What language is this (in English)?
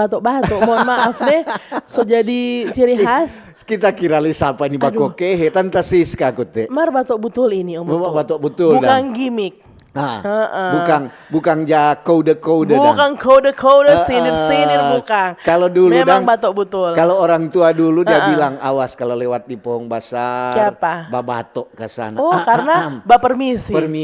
Manado Malay